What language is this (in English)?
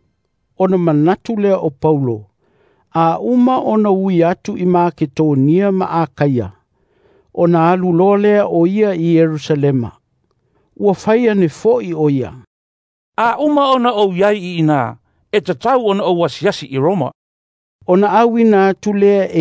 Samoan